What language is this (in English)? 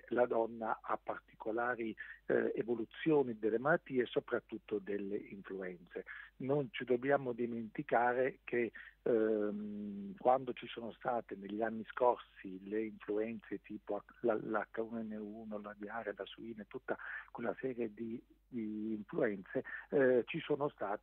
Italian